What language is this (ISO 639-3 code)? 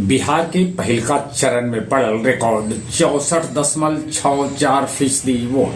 mag